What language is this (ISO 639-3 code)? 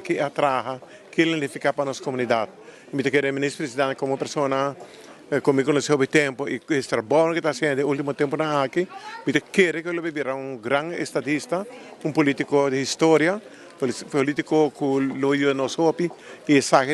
pap